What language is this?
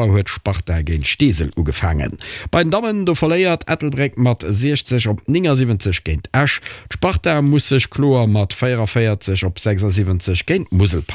Luxembourgish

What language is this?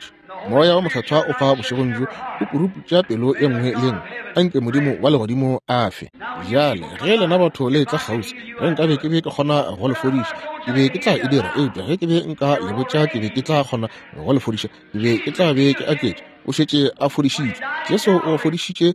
Northern Sotho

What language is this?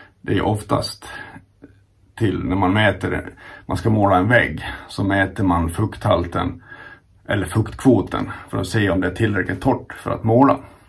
Swedish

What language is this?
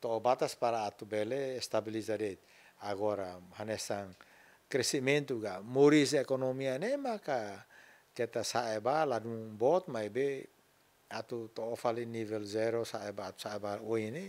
Tetum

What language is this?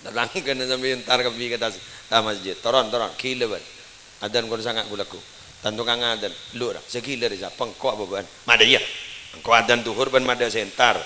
Madurese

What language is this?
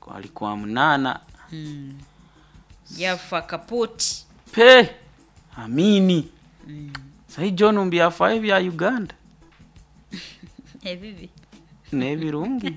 Nyoro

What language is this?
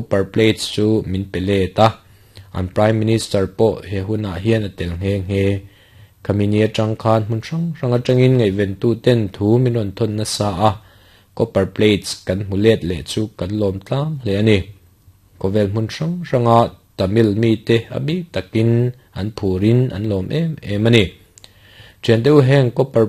Mizo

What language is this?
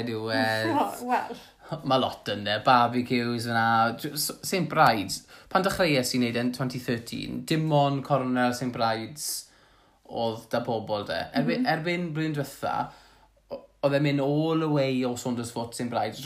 Welsh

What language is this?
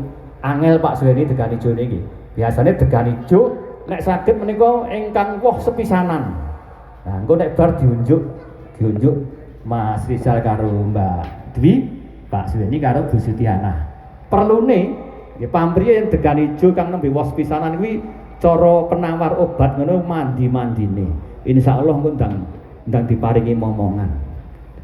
Javanese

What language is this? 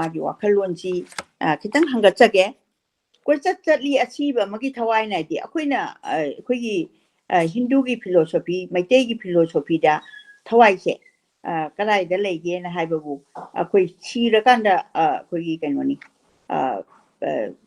Manipuri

